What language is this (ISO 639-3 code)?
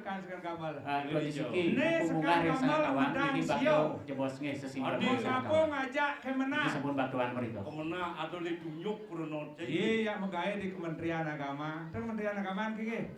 ban